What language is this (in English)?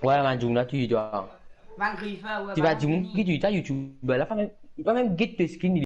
Morisyen